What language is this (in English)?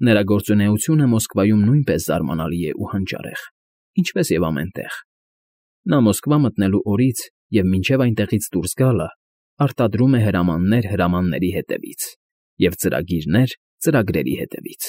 Armenian